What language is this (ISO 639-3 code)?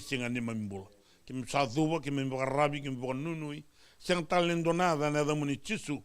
fij